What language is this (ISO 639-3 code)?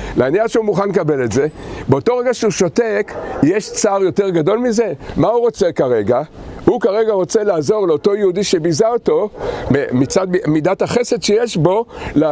heb